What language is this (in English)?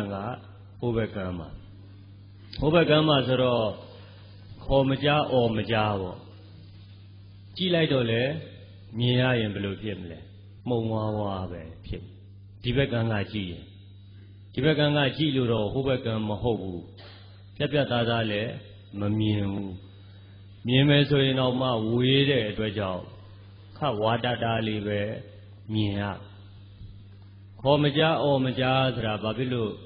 Burmese